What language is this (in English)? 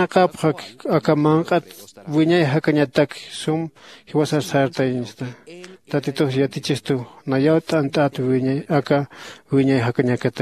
Aymara